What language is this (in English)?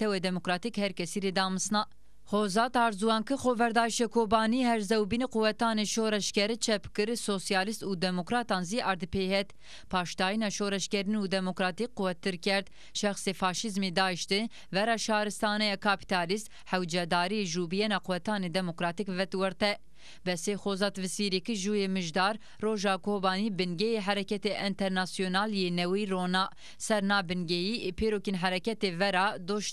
Zaza